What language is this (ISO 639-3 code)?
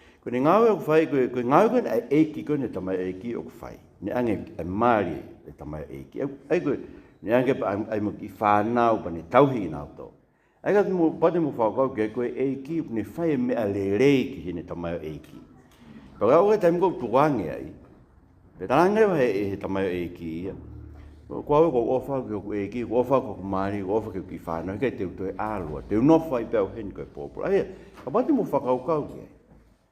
ton